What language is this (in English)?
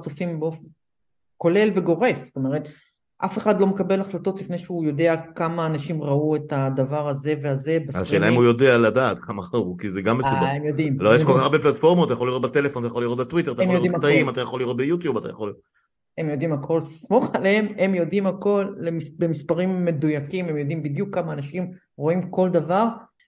Hebrew